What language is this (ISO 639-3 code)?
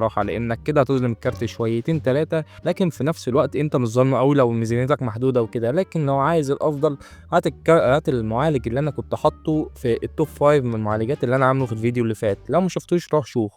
arz